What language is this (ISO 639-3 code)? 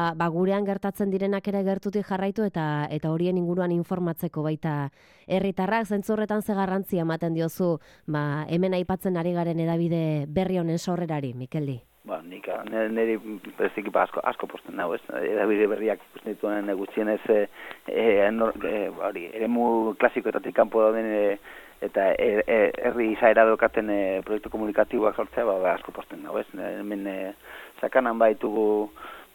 eus